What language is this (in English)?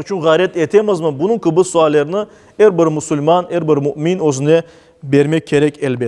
Crimean Tatar